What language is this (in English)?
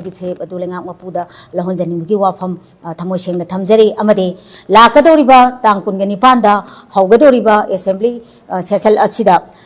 Manipuri